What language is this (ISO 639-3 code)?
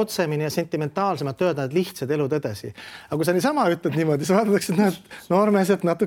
est